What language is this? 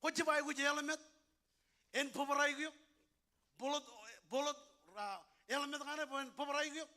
Marshallese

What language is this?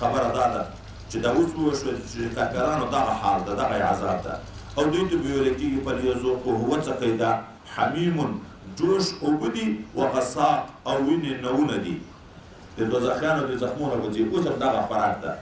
Pashto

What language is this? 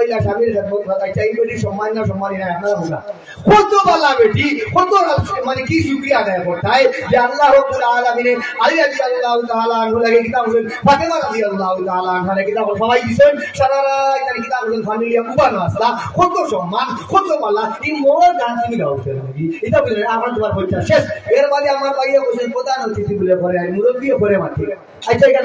Sylheti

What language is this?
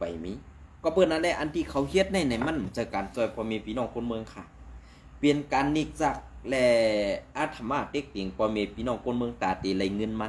Shan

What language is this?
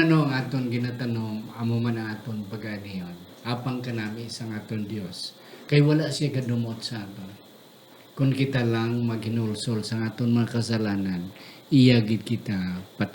Hiligaynon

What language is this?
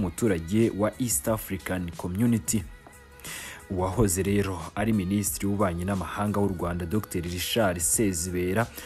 Kinyarwanda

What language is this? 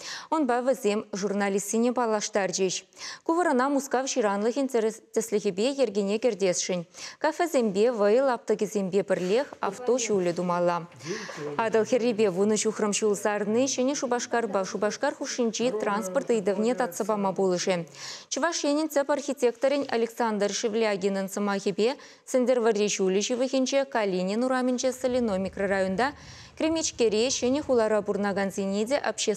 Chuvash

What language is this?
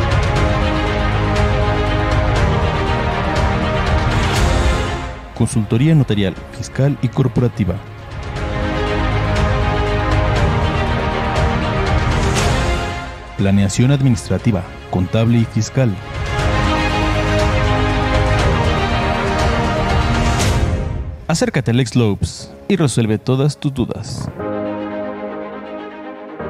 Spanish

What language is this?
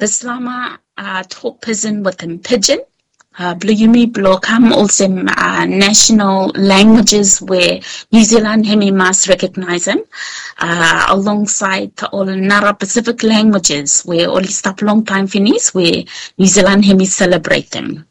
Bislama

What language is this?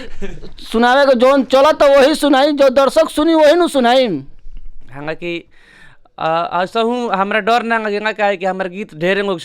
Bhojpuri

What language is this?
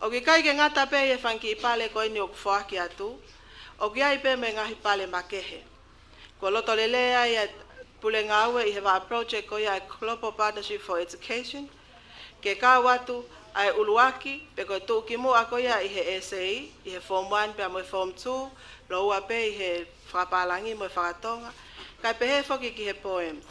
Tongan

